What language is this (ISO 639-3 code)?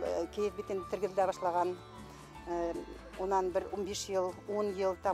bak